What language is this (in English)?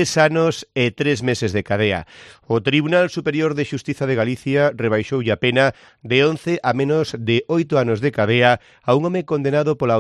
Galician